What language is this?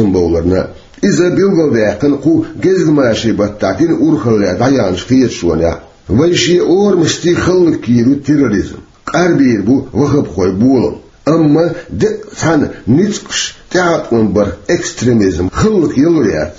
Chechen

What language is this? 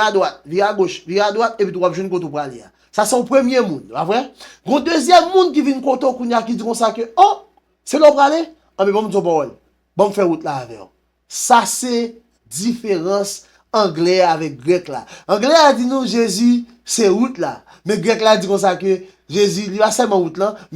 Haitian Creole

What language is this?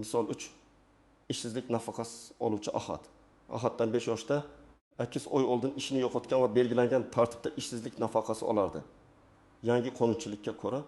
Uzbek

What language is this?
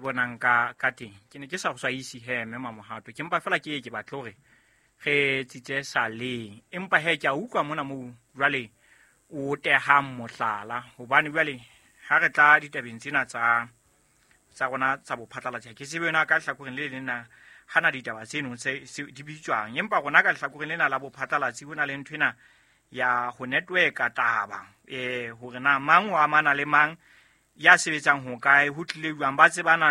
Southern Sotho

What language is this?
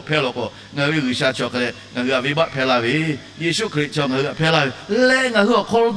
Lahu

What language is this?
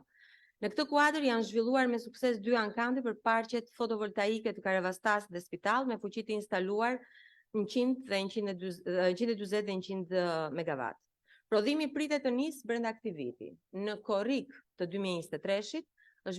Albanian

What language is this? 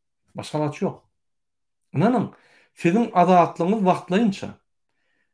Turkmen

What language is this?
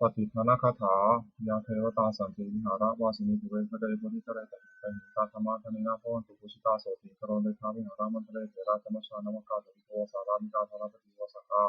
Pali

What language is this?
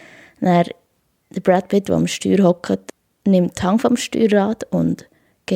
Swiss German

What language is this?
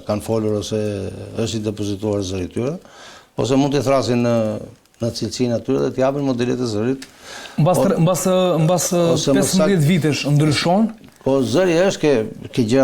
Albanian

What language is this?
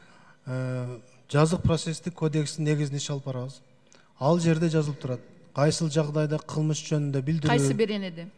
Kyrgyz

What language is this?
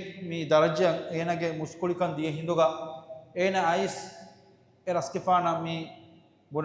Divehi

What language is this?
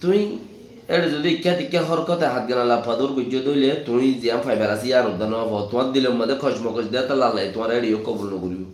Rohingya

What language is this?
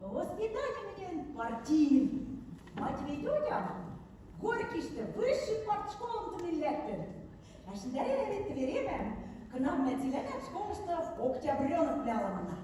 Western Mari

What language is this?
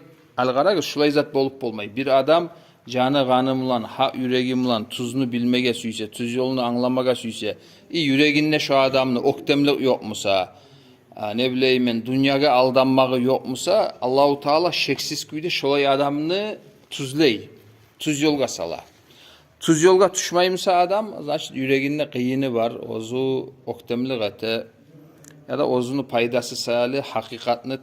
Kumyk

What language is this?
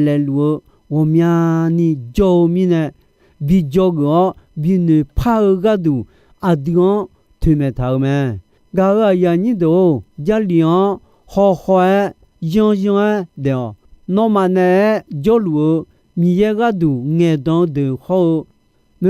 Akha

